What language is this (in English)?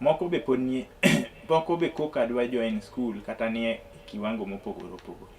Luo (Kenya and Tanzania)